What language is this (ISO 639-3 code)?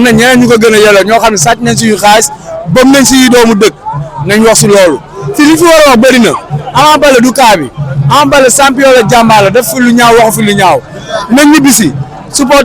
wol